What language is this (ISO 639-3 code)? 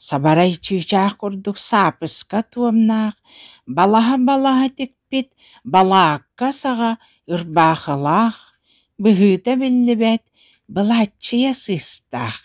sah